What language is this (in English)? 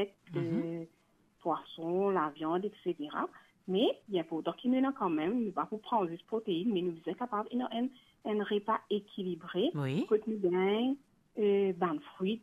Morisyen